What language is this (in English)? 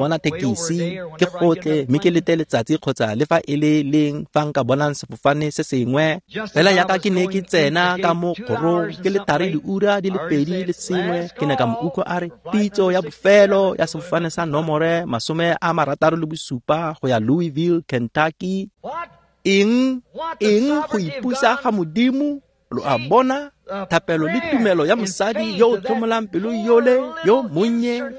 Tswana